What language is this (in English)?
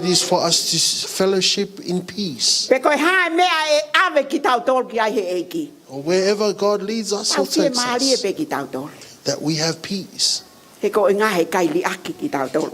Tongan